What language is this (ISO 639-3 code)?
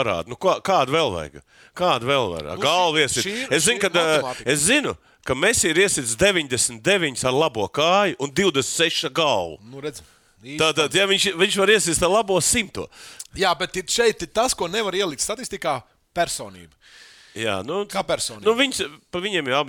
lav